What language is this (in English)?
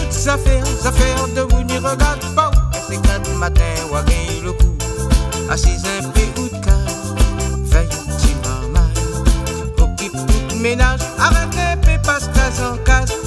Réunion Creole French